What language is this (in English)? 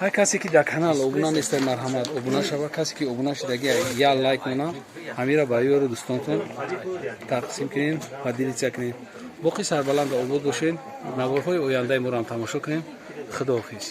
Tajik